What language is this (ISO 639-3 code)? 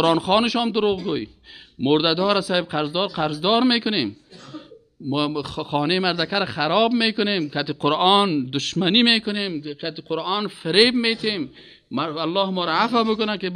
fas